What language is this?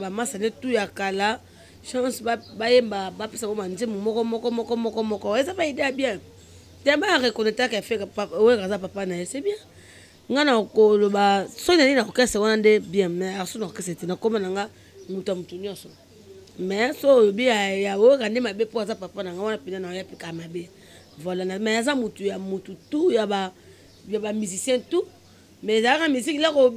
Lingala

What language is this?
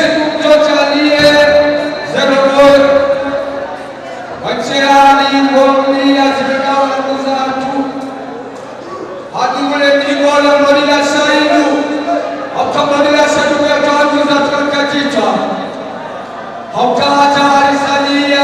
Swahili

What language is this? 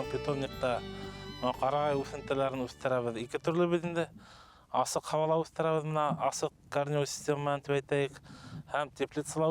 Bashkir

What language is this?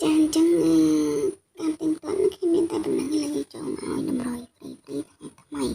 Khmer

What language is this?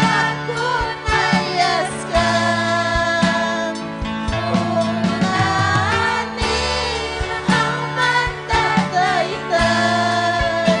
Ayacucho Quechua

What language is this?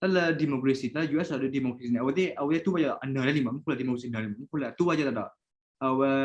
S'gaw Karen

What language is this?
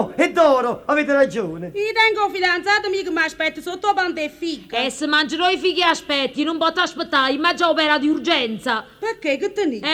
Neapolitan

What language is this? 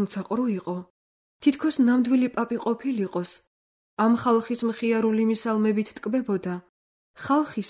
Georgian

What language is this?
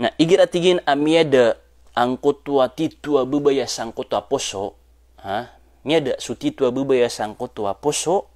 Maranao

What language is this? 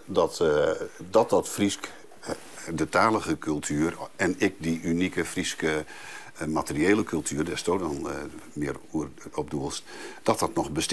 Western Frisian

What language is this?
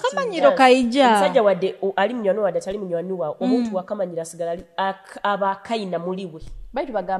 Nyoro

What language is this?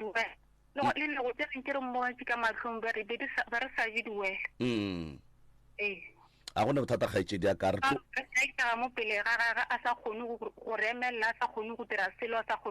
Northern Sotho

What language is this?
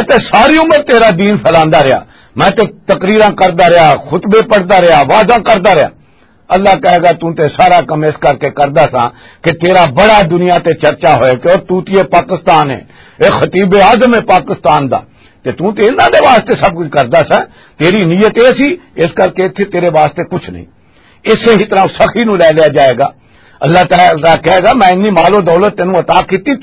Western Panjabi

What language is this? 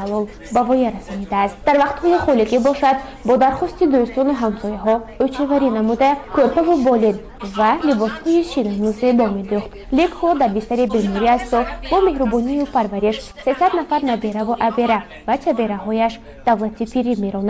Tajik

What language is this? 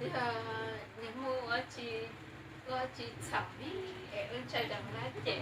Hmong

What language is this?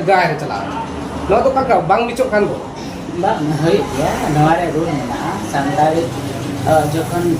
Santali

